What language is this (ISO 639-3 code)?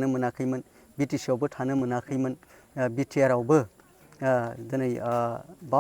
brx